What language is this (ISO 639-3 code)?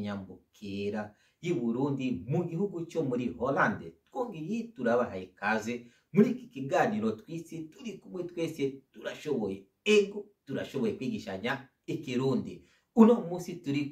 run